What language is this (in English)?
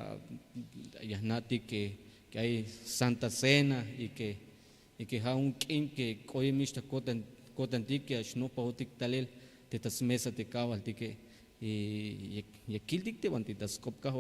Tzeltal